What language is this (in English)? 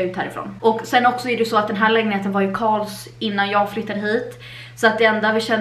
Swedish